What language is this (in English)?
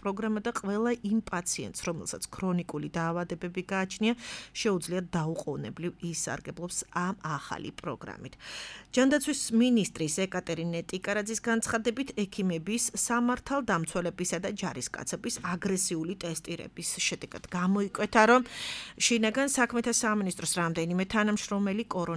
Georgian